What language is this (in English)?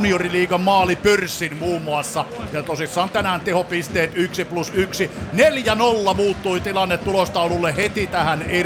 Finnish